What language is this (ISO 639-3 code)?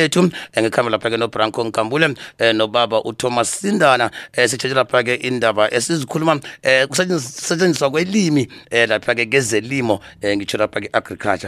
nbl